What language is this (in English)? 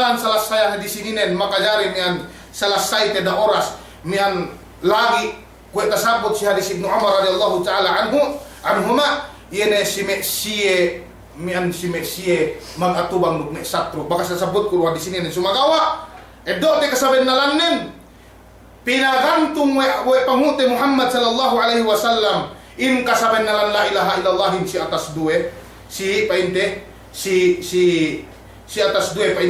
Yakan